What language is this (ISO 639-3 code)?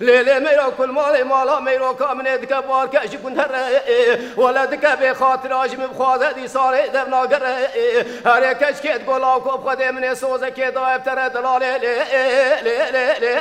kur